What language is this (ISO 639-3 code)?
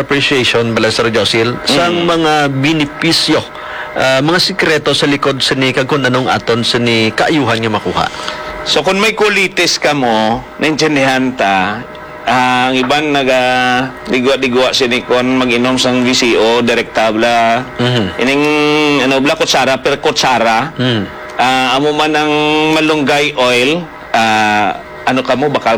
hil